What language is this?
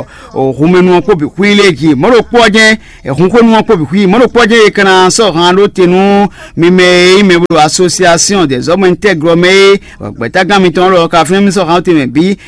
Fon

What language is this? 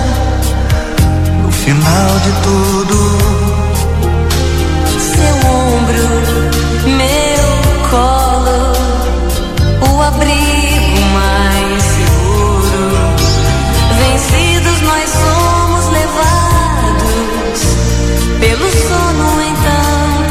Portuguese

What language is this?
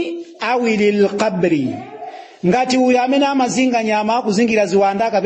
Nyanja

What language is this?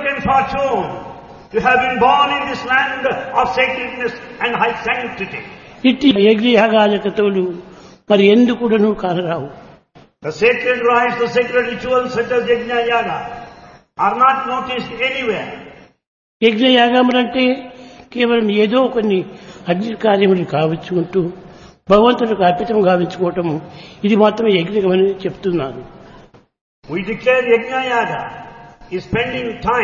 Telugu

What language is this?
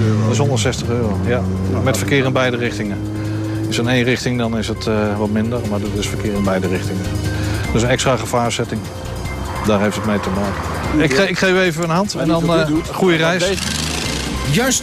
Dutch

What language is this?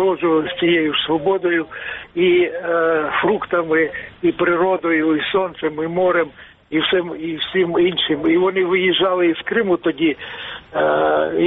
Ukrainian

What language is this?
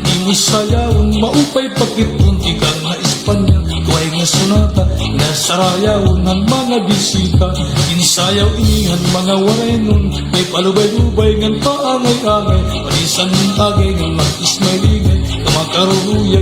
Waray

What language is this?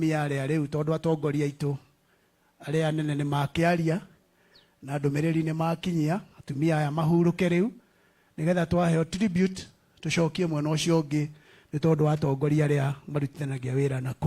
Kikuyu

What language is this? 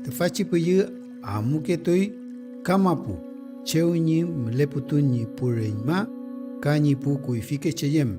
Mapuche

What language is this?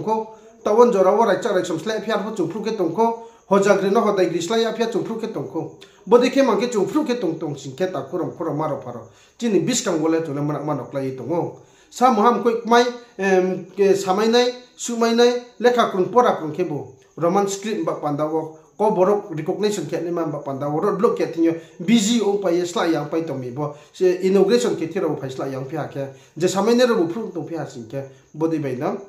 Riang (India)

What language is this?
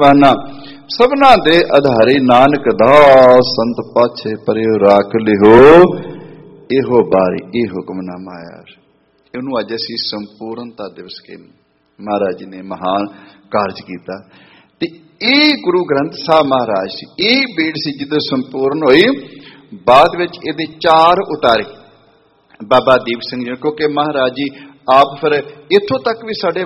Punjabi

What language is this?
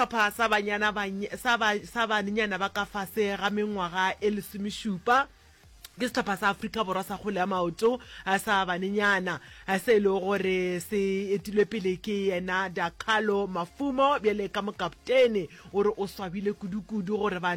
Northern Sotho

